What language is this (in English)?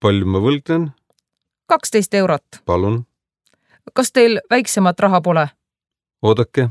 Estonian